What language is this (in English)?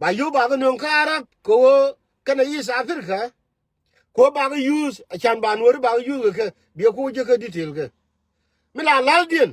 Nuer